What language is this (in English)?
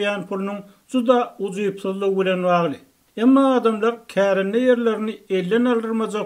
Turkmen